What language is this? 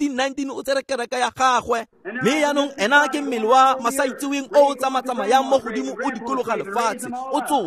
Tswana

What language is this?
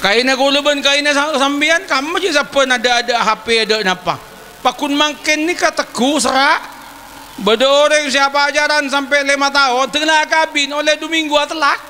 Madurese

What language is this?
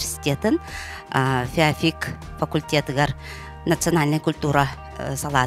Yakut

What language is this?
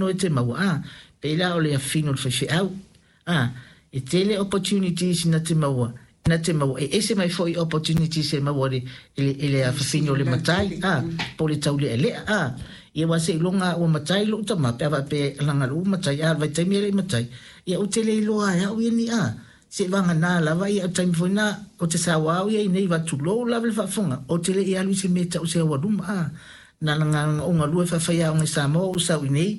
Samoan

